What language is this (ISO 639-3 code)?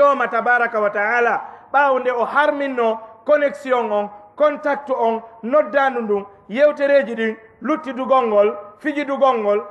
ful